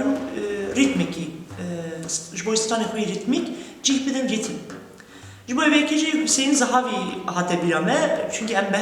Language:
Kurdish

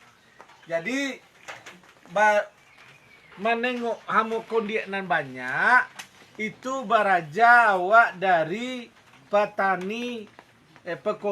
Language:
Minangkabau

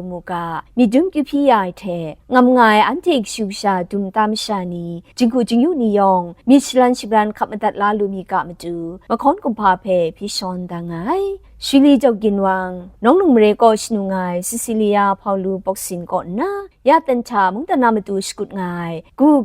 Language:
Kachin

